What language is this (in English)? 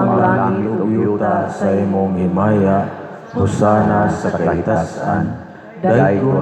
Cebuano